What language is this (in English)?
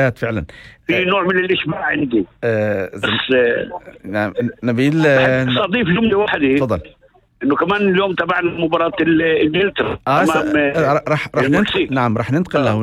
North Levantine Arabic